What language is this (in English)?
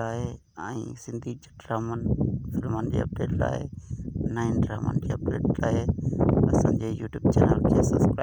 Sindhi